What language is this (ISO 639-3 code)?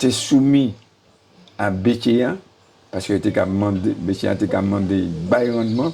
gcf